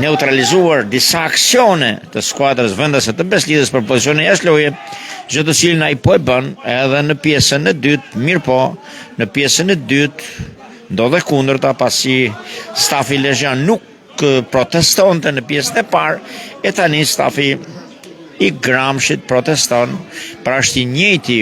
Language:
Albanian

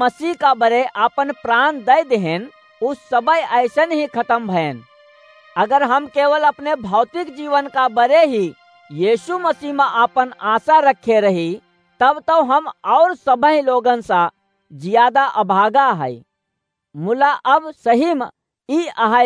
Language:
Awadhi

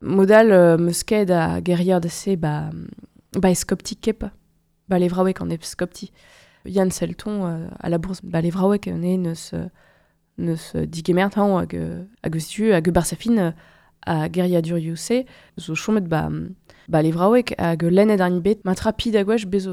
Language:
Breton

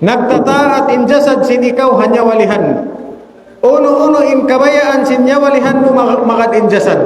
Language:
Tausug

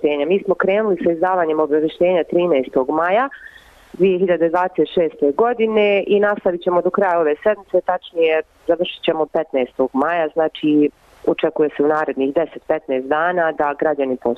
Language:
Bosnian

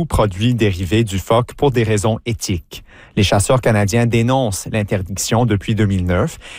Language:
French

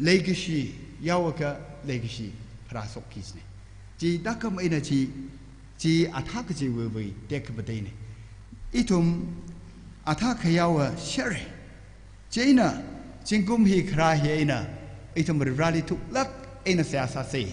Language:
Tangkhul Naga (India)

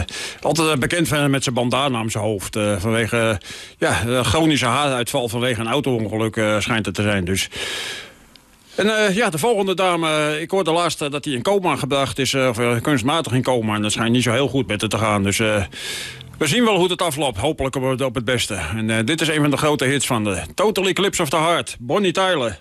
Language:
Dutch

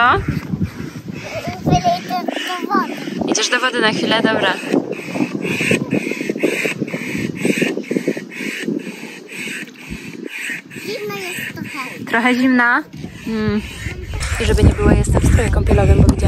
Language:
Polish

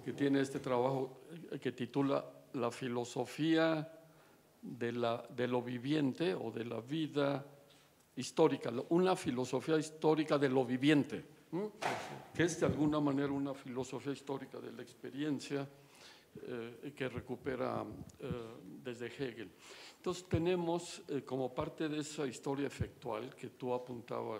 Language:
Spanish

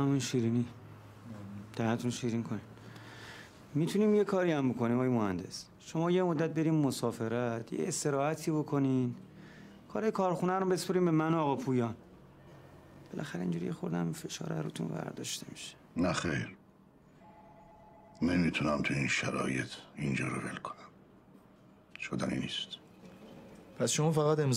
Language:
Persian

